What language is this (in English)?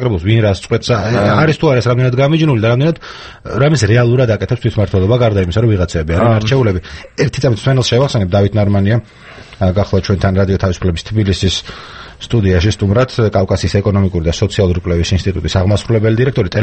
Georgian